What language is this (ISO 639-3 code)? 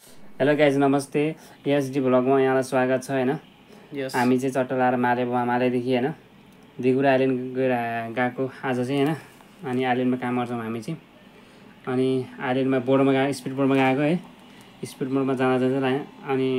nep